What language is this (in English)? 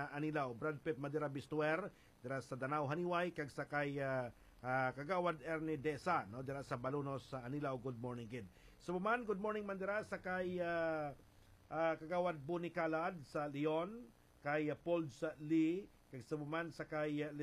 Hiligaynon